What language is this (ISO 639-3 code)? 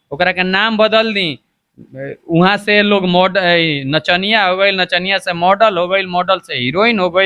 bho